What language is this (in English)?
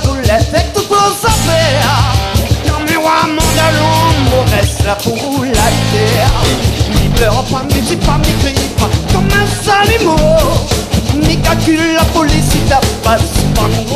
Réunion Creole French